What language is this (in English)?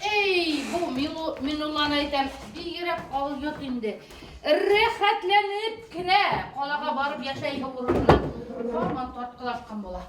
Bashkir